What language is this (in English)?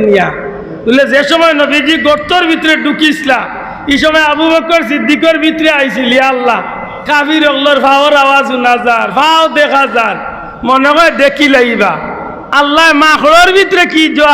Sylheti